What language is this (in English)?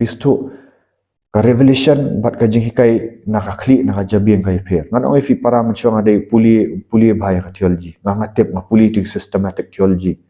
Khasi